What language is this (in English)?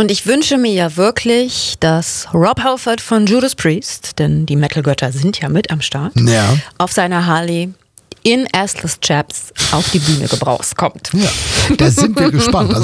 German